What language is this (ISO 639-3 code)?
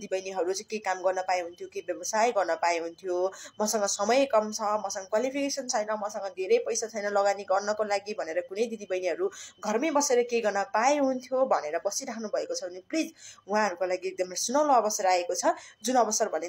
nep